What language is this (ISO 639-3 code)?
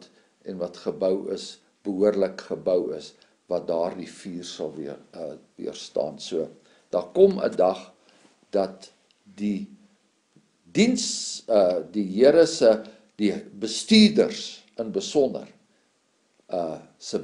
afr